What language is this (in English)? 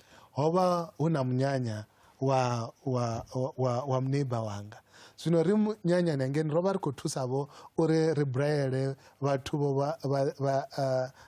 Venda